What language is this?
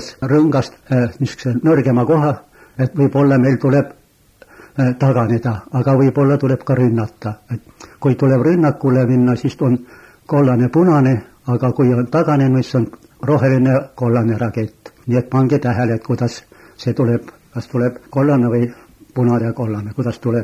Estonian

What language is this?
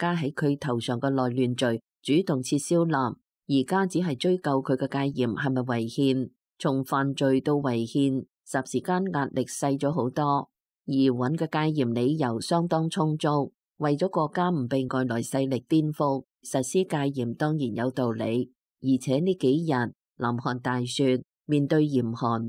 Cantonese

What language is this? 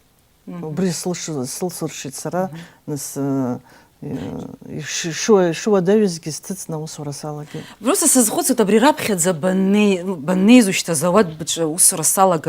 Abkhazian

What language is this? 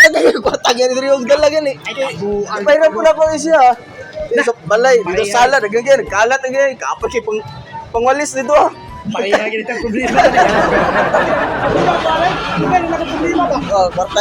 Cebuano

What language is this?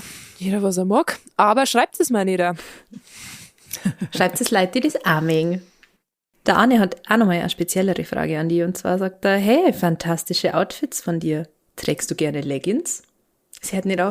Bavarian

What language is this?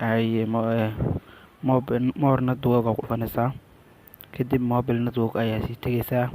Somali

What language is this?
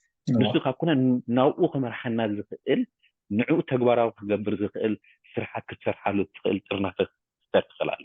Tigrinya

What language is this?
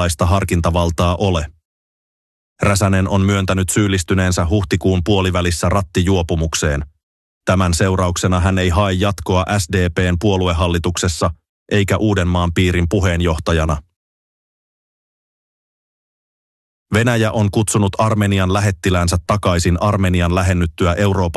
Finnish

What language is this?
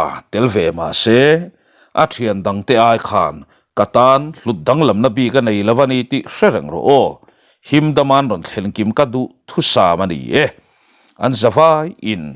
Mizo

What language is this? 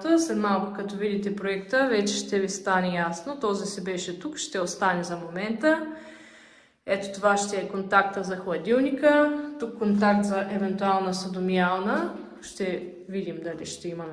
Bulgarian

